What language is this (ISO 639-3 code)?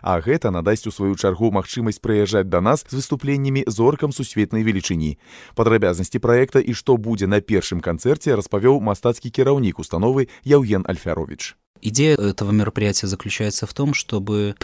bel